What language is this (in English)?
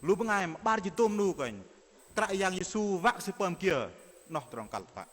Bahnar